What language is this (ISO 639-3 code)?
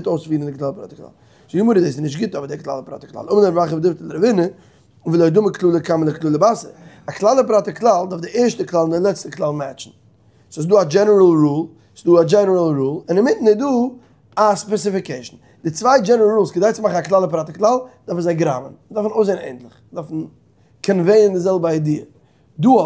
yid